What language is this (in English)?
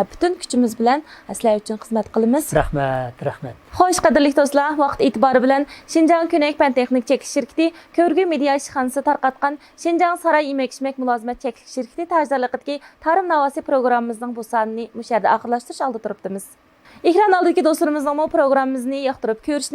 Uyghur